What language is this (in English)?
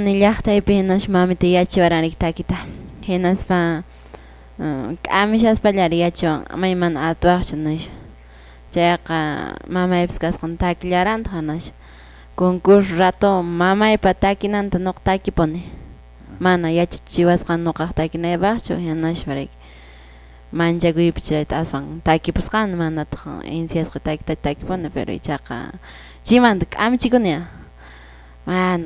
Quechua